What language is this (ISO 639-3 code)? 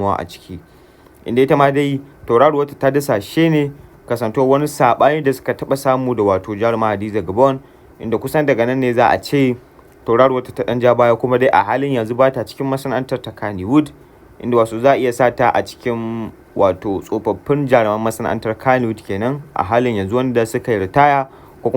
hau